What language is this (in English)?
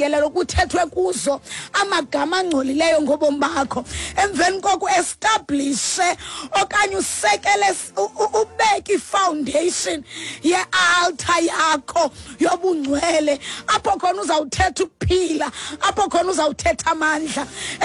Xhosa